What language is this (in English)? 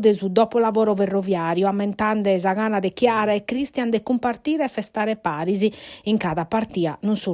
Sardinian